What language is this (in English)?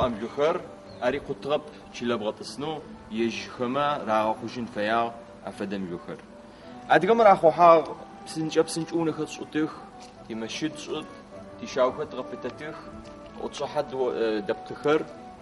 Adyghe